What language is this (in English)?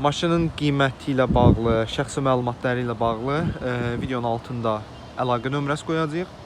Azerbaijani